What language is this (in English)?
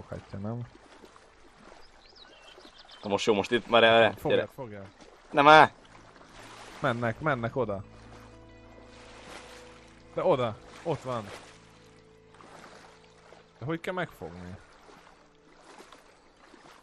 Hungarian